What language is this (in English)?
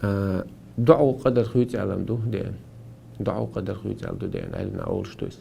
Chechen